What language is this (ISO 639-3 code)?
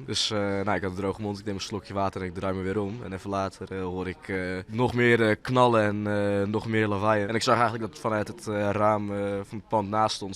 fry